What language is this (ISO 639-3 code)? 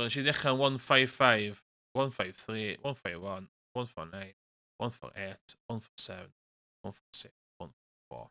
cym